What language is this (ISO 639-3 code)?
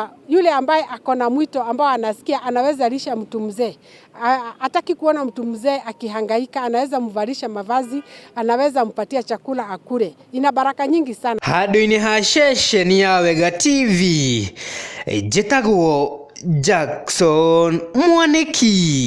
kik